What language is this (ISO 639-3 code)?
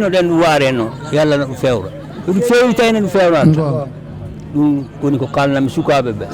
ful